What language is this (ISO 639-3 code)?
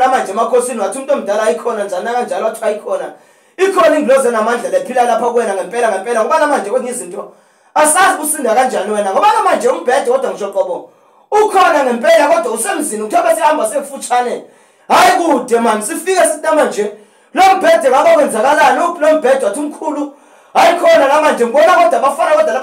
zul